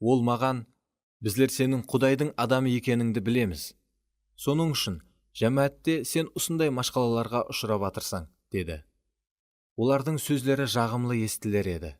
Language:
Kara-Kalpak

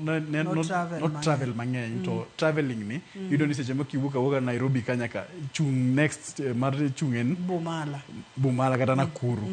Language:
Luo (Kenya and Tanzania)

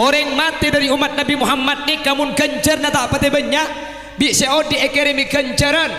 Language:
Madurese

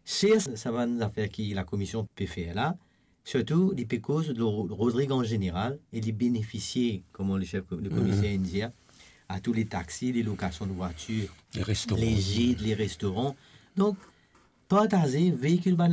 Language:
Morisyen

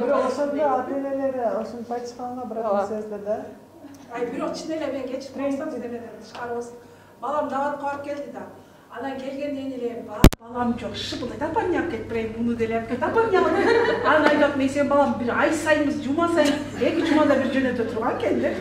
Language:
Kyrgyz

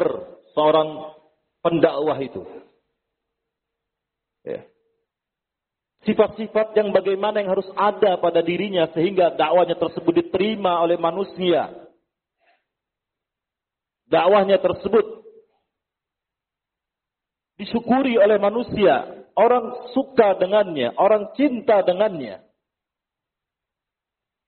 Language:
Indonesian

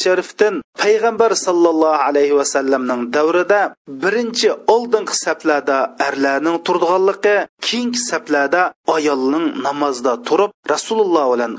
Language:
Uyghur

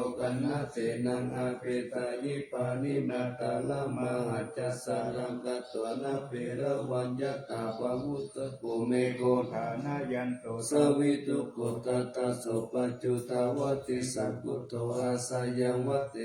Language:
Pali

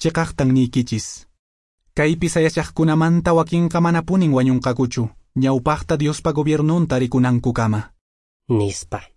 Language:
Quechua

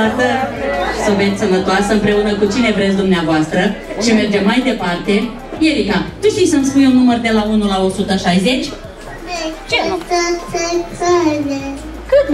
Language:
Romanian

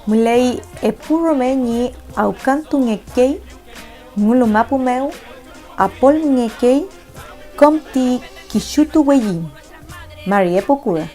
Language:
Mapuche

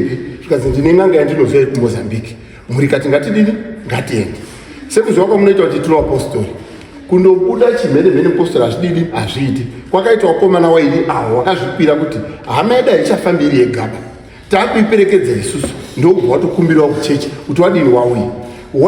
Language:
Shona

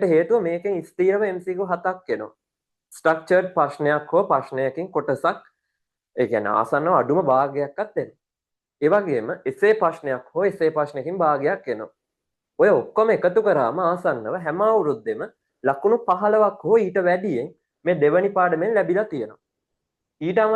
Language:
Sinhala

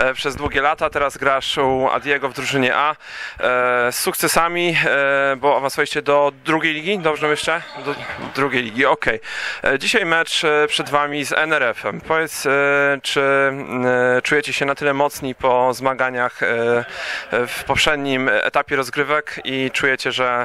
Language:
Polish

